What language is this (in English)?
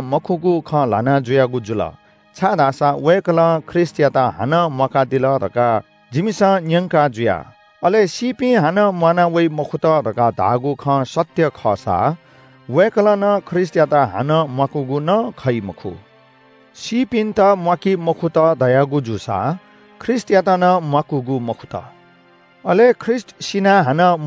Newari